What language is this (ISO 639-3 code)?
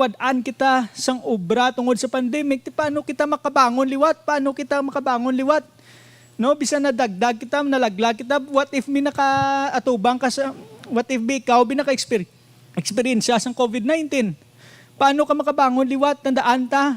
hil